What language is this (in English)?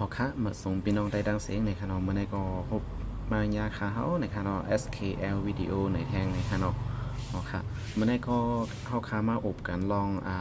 Shan